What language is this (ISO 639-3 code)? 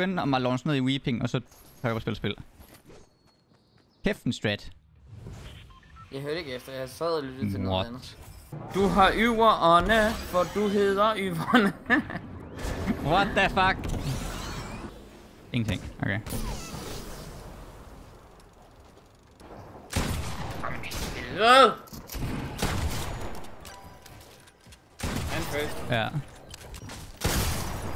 dan